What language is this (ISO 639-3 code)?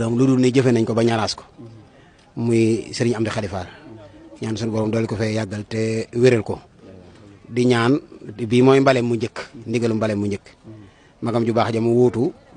wol